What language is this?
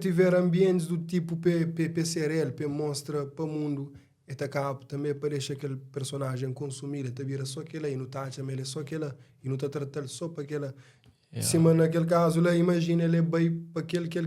Kabuverdianu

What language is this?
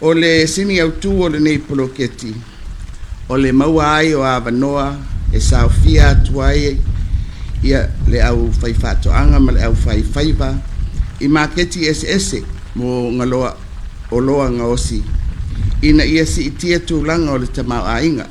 Samoan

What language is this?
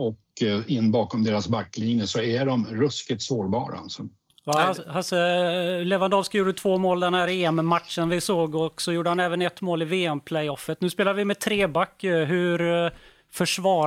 Swedish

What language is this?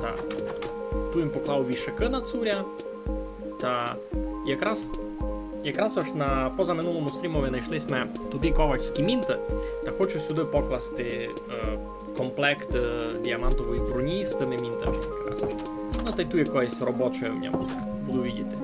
Rusyn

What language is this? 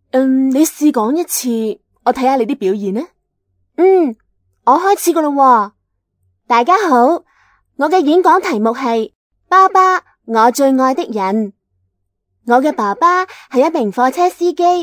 Cantonese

